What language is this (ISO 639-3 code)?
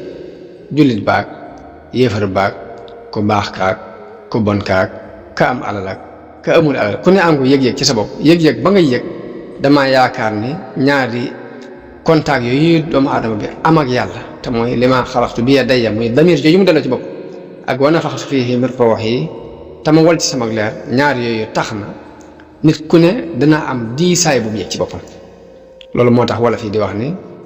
wol